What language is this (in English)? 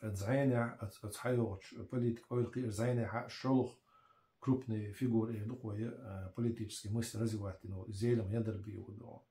Chechen